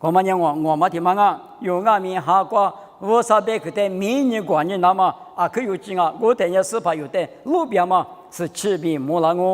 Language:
Lisu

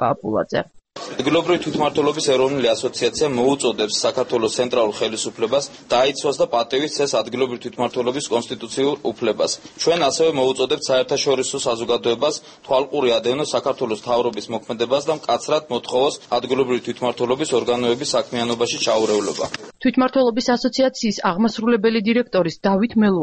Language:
Georgian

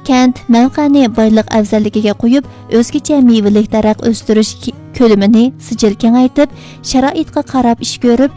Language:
Uyghur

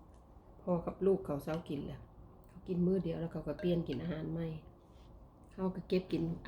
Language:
Lao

